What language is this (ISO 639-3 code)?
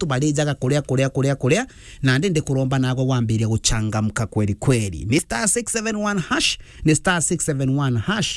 mer